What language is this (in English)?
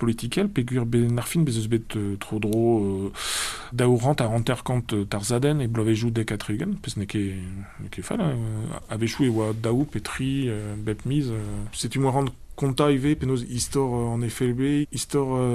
Breton